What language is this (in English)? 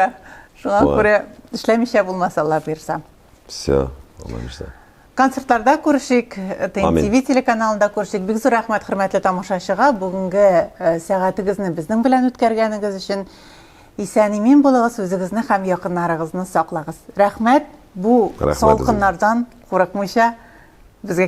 Tatar